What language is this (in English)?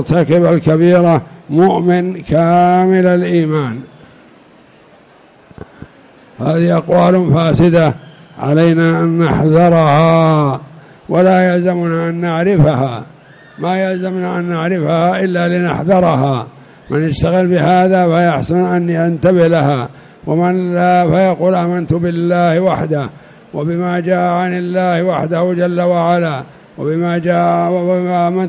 Arabic